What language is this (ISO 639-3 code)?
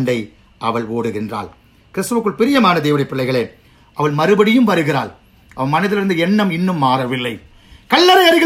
tam